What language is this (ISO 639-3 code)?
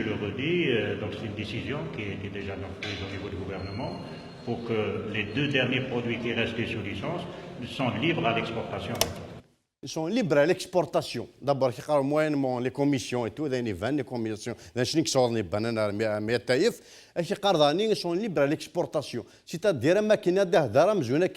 kab